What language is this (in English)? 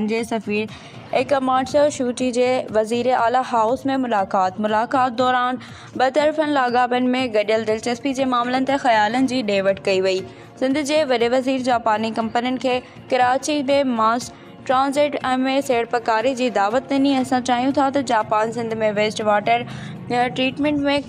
Sindhi